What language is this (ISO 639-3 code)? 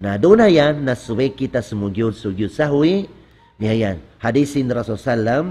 tsg